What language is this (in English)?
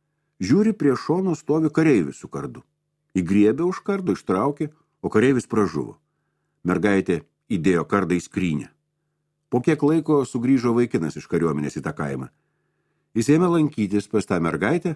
Lithuanian